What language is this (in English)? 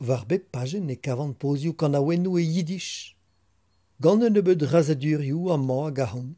Breton